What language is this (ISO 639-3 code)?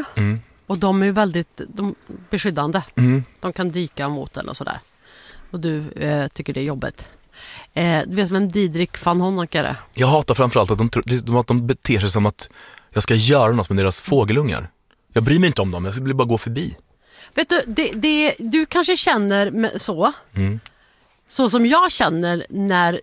swe